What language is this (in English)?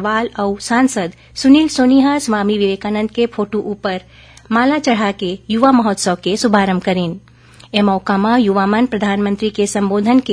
Chhattisgarhi